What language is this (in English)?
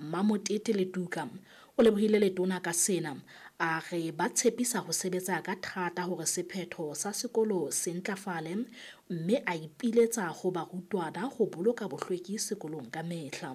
Southern Sotho